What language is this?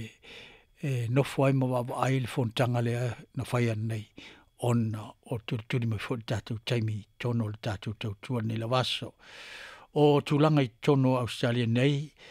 Samoan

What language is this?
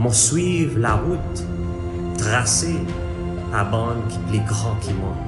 Seselwa Creole French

